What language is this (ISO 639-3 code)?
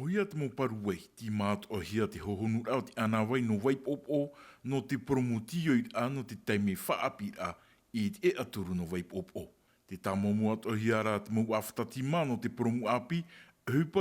tah